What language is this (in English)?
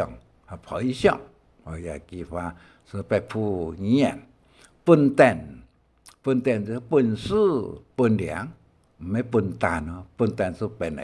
Hakka Chinese